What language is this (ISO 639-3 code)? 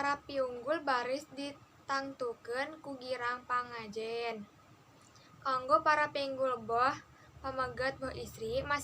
sun